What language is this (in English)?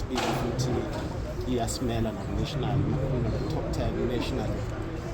Zulu